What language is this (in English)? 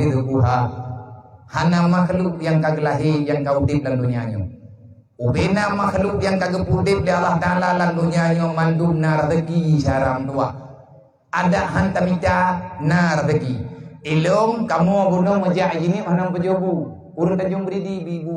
Achinese